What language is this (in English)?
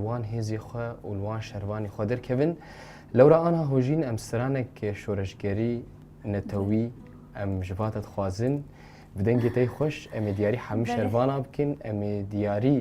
Kurdish